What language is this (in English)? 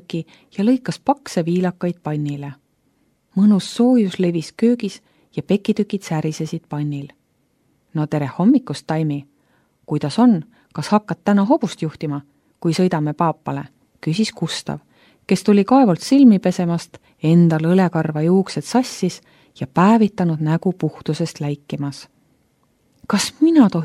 Estonian